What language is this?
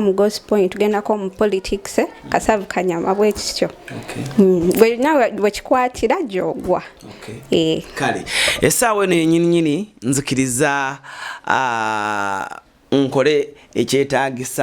Ganda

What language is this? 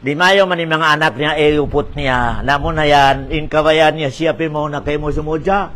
Tausug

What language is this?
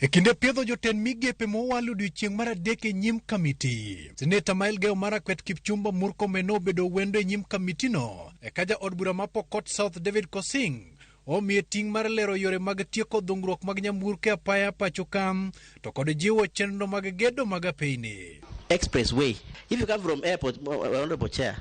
Luo (Kenya and Tanzania)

